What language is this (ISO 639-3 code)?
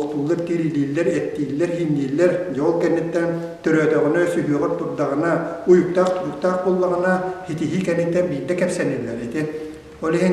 sah